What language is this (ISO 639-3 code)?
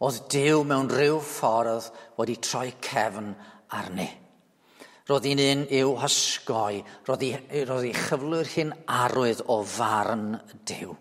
cym